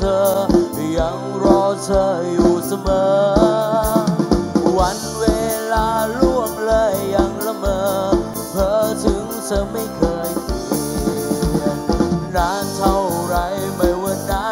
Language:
Thai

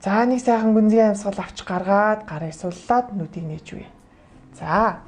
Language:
Mongolian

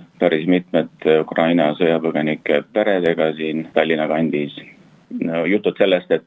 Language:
Estonian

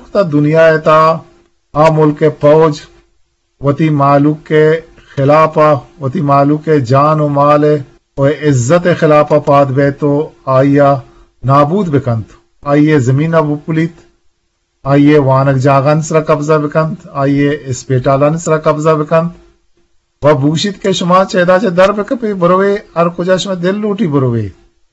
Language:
Eastern Balochi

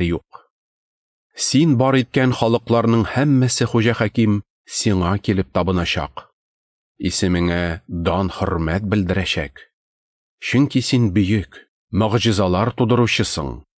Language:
Tatar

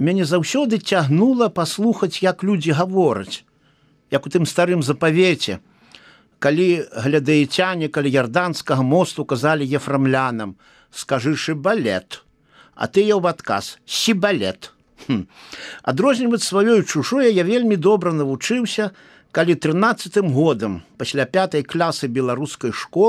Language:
Belarusian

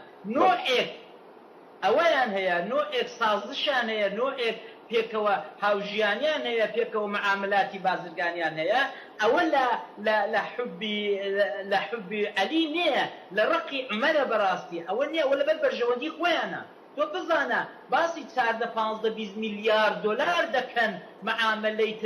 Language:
Central Kurdish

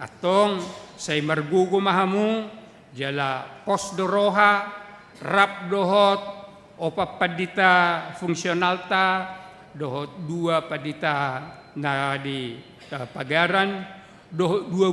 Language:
Batak Toba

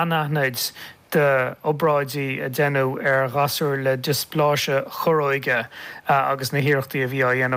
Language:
Irish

